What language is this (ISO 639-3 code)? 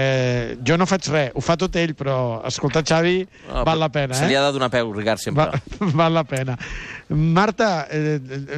cat